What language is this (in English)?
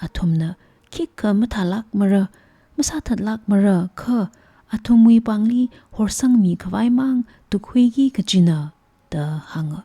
Tangkhul Naga (India)